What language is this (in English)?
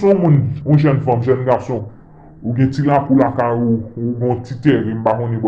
Haitian Creole